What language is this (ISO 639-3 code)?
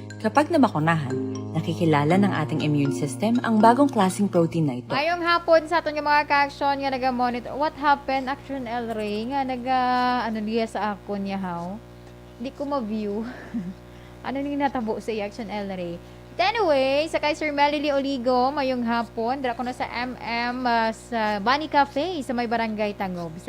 hil